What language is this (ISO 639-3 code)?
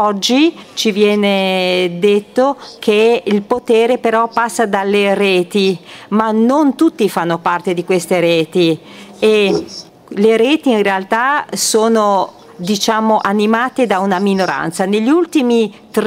ita